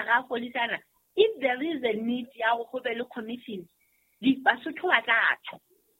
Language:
Southern Sotho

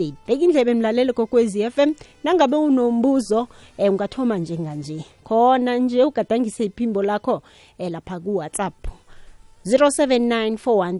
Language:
South Ndebele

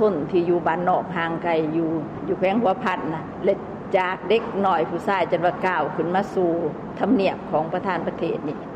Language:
Lao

